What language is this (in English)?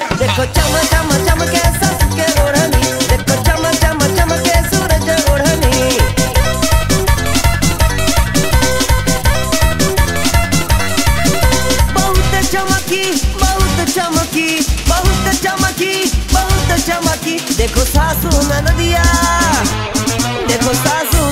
Bhojpuri